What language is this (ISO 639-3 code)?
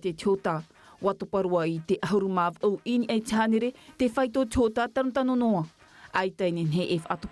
tah